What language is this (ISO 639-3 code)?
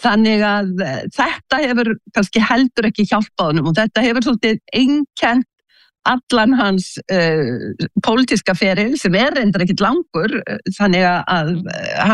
isl